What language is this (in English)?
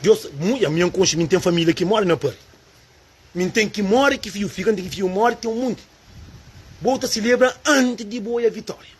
Kabuverdianu